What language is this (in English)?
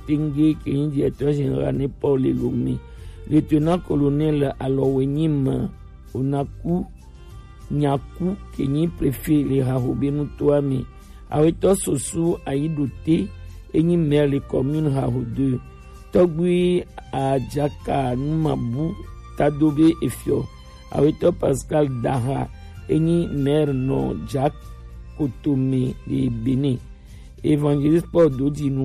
Gen